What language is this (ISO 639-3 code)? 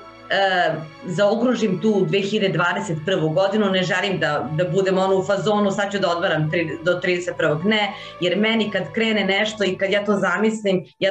srp